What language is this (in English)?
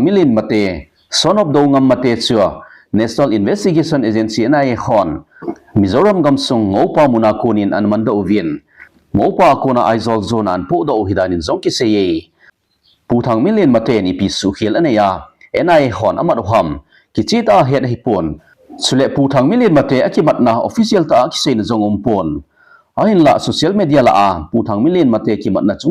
Thado Chin